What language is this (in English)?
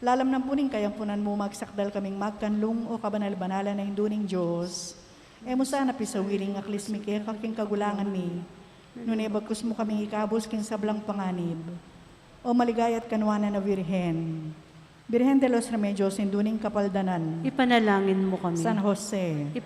Pampanga